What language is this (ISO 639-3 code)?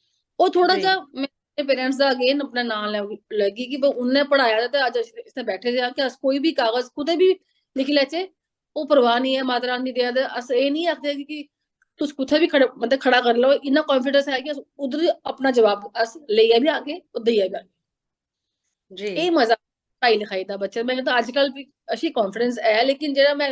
doi